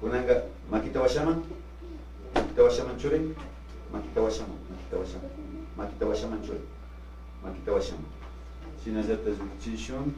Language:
Imbabura Highland Quichua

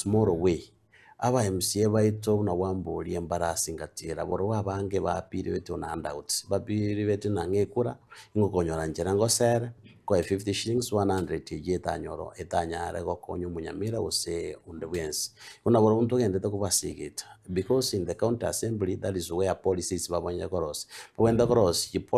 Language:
Gusii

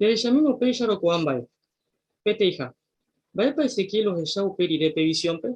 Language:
Guarani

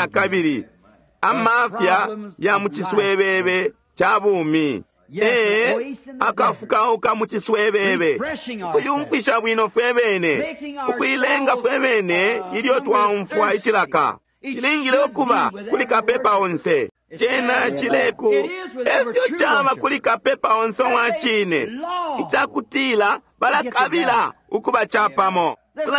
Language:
Bemba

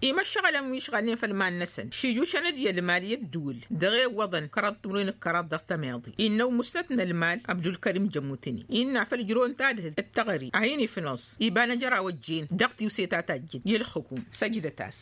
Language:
Tamasheq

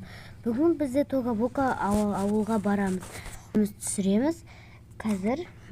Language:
Kazakh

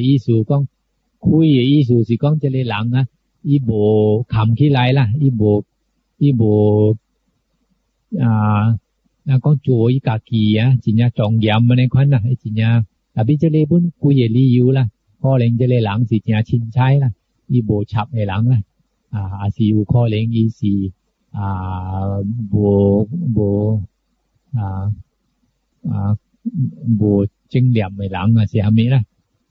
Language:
Min Nan Chinese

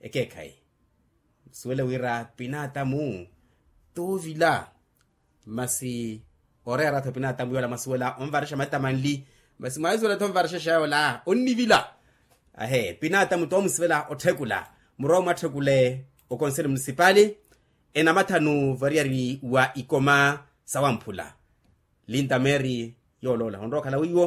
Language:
Makhuwa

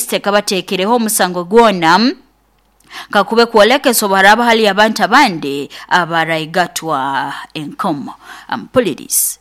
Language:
Nyoro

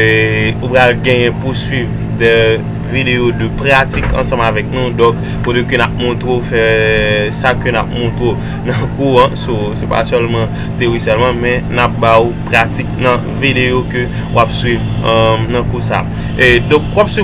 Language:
Haitian Creole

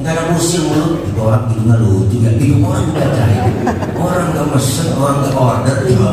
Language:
Betawi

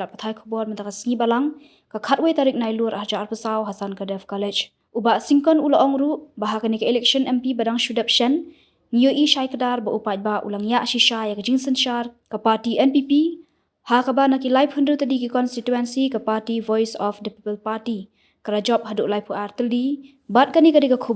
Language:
Khasi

